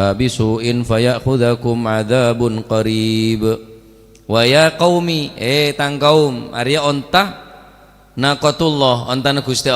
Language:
Madurese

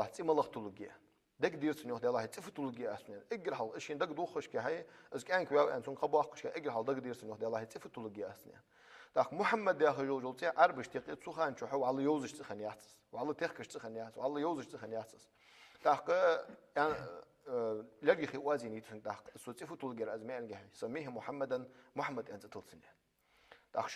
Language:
Ingush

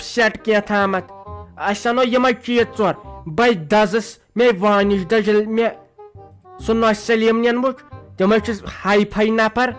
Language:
Kashmiri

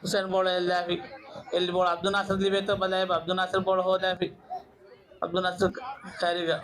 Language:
Divehi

